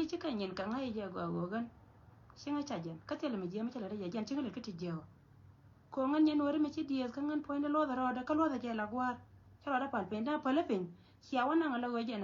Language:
Nuer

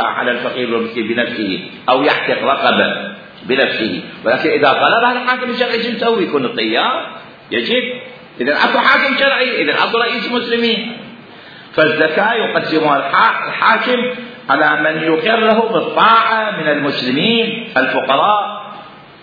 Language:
Mesopotamian Arabic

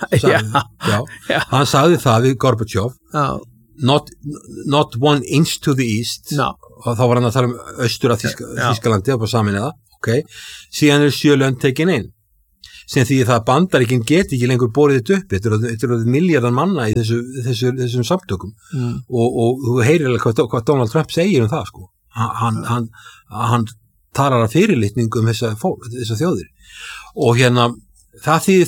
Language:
Icelandic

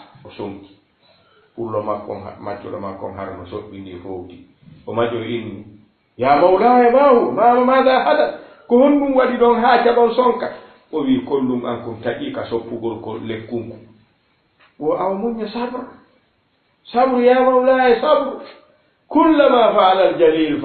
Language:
Fula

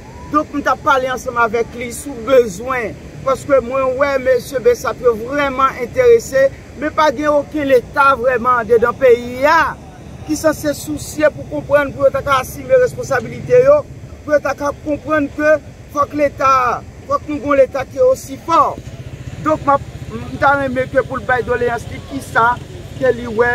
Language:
Haitian Creole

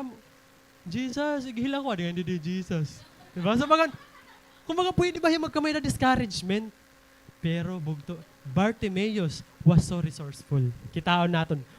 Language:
Waray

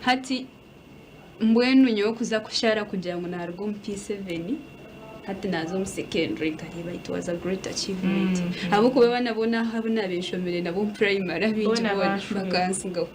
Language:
Nyankole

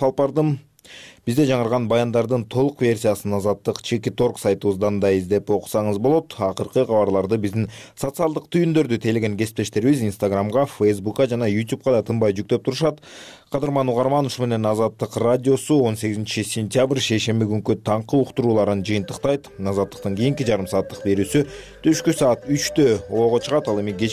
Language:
Kyrgyz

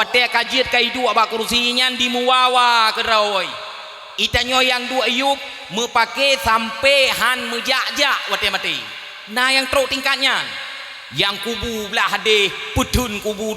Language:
Achinese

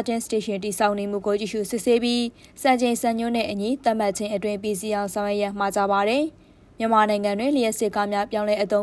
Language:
Burmese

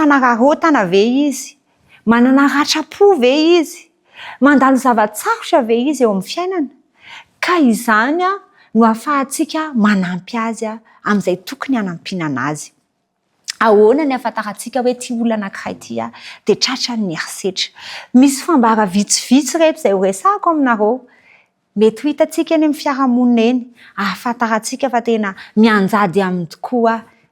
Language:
Malagasy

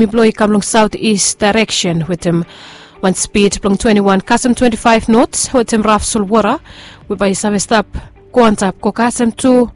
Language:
Bislama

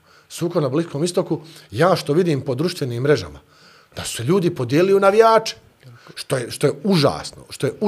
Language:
Bosnian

